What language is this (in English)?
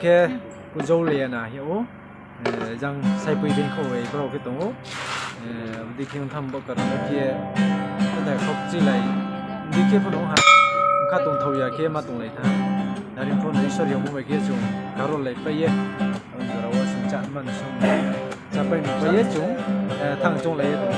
Riang (India)